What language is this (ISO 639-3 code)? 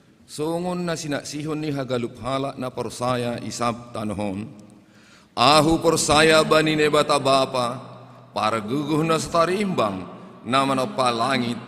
bts